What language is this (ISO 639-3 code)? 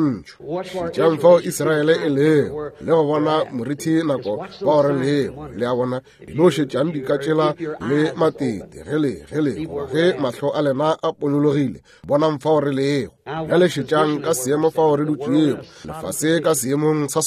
nso